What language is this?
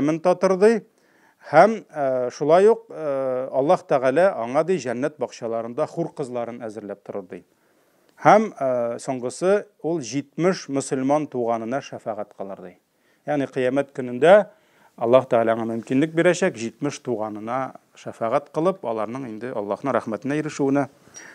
Tatar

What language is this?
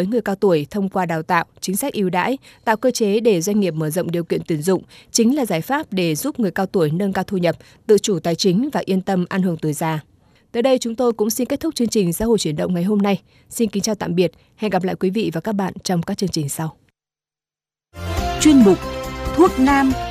Vietnamese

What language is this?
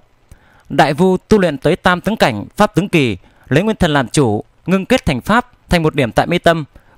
Vietnamese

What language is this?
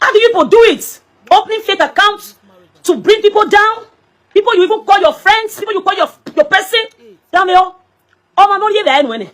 Nigerian Pidgin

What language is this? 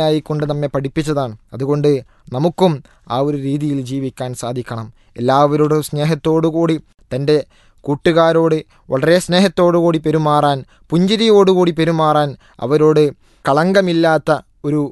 Malayalam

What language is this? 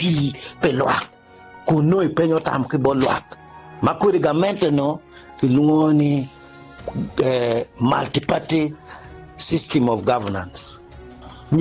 Acoli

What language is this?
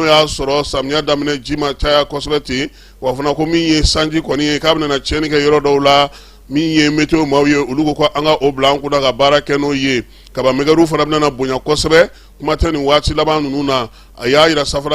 Bambara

